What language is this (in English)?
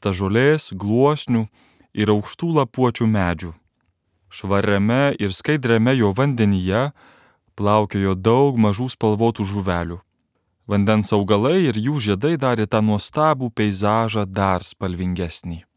Lithuanian